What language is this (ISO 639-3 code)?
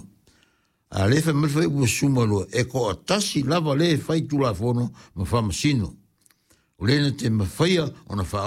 smo